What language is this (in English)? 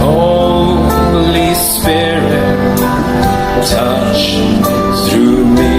Cebuano